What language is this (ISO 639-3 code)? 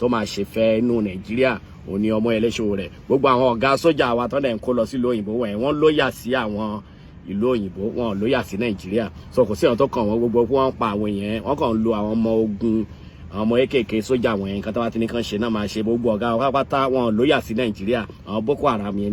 yor